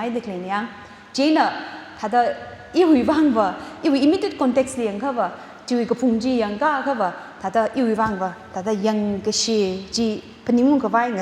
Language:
Tangkhul Naga (India)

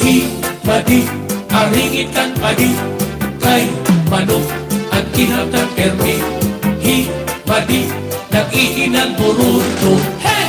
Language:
Waray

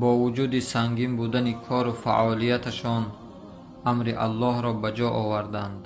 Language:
Tajik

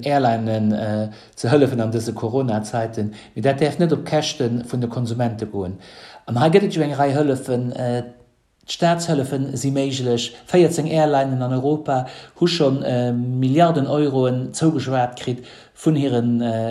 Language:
Luxembourgish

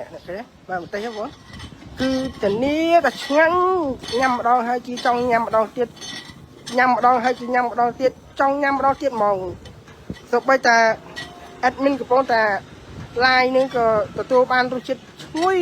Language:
Khmer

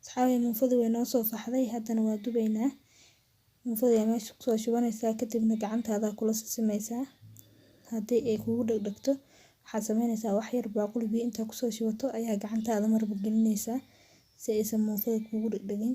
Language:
Somali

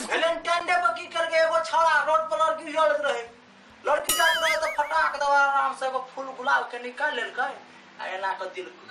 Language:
Maithili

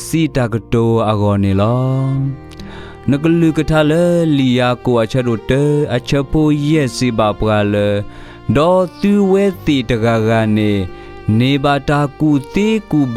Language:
S'gaw Karen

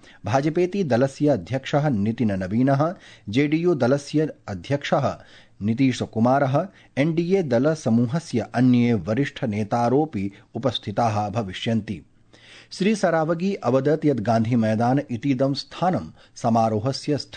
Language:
Sanskrit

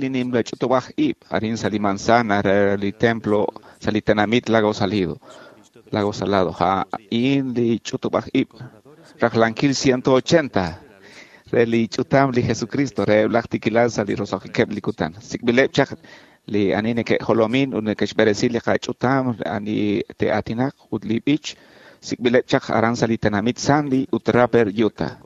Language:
Kekchí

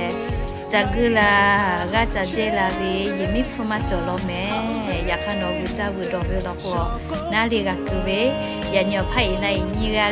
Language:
Lahu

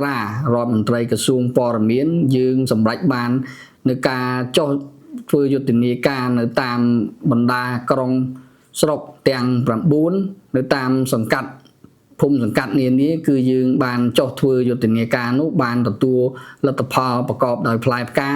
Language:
Khmer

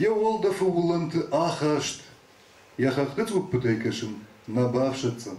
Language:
Ossetic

